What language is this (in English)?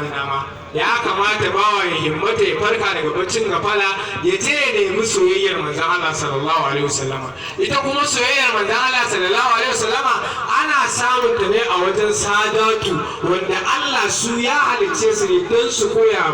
Hausa